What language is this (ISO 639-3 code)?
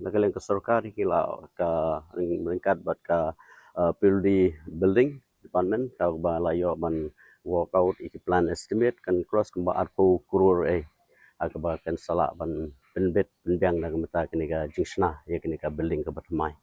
kha